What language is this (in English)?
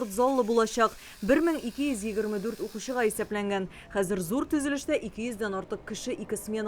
Tatar